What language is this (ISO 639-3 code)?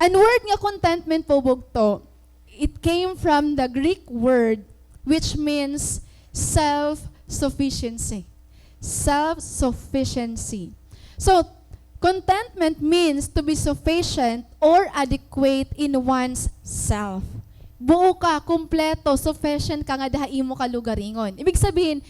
war